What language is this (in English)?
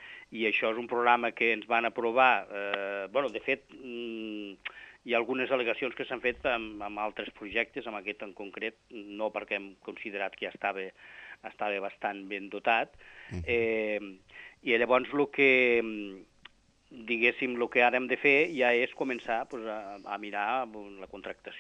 Catalan